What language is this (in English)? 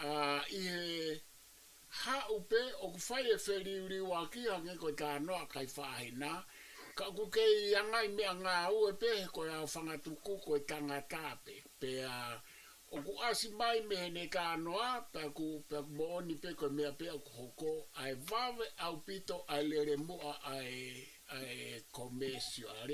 Tongan